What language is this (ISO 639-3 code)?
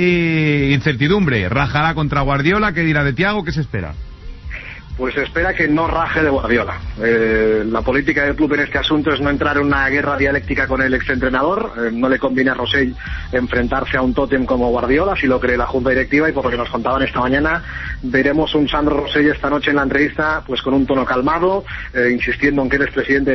spa